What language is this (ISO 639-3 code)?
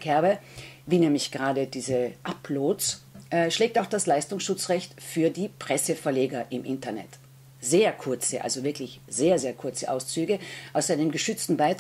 deu